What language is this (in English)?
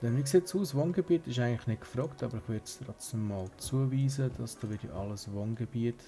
Swiss German